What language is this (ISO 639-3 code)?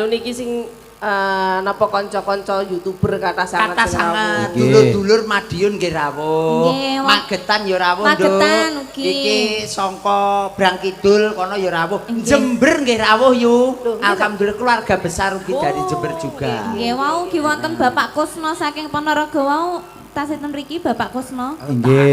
jav